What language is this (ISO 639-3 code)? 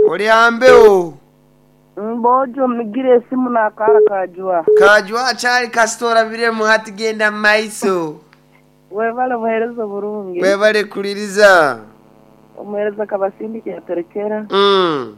nyn